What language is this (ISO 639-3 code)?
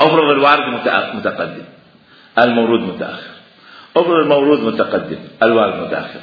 acm